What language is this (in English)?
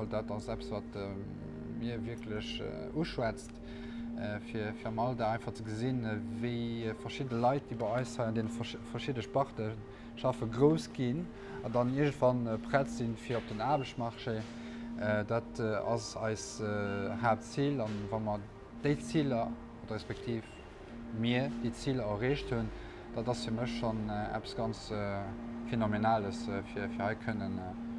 Luxembourgish